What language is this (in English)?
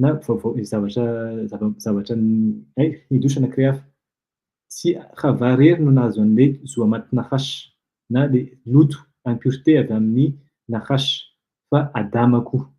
Malagasy